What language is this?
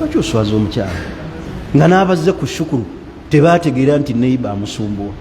Ganda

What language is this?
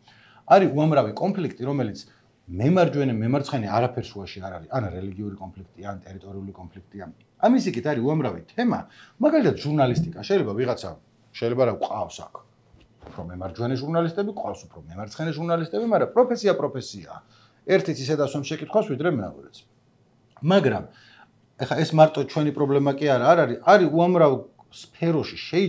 Georgian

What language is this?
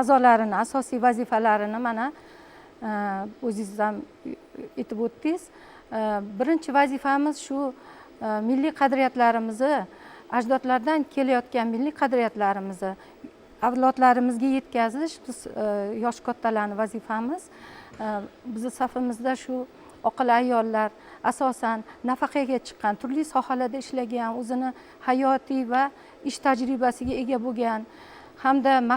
Uzbek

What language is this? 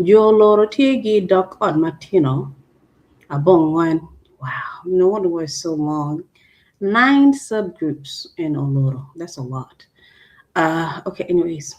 Acoli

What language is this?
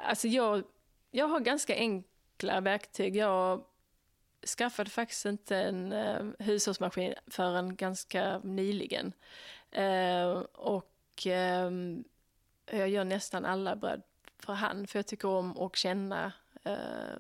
Swedish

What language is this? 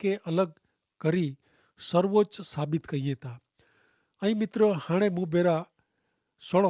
Kachhi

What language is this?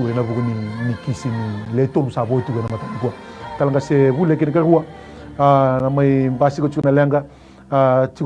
Fijian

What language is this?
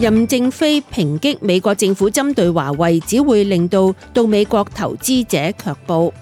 Cantonese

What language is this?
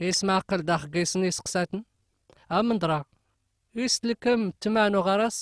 Kabyle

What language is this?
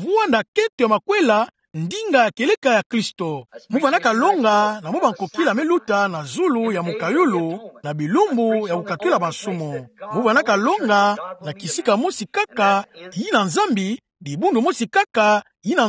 Kituba (Democratic Republic of Congo)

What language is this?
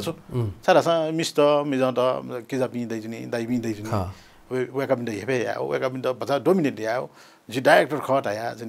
Newari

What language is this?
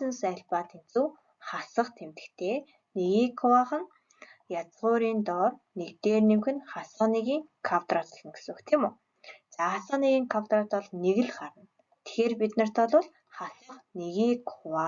Mongolian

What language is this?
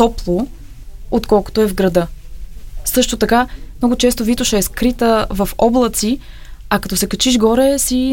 Bulgarian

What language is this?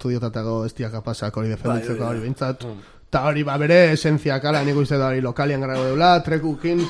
Basque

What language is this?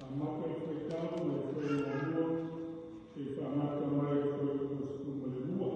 Samoan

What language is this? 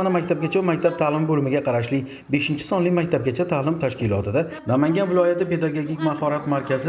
Uzbek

